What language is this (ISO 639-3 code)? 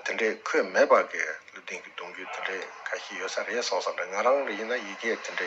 bod